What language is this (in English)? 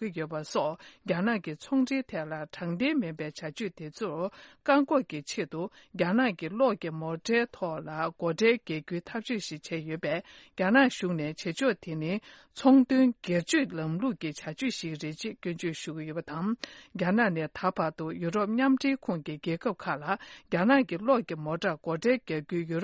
Tibetan